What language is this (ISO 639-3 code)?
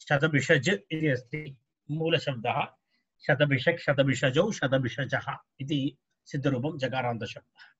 san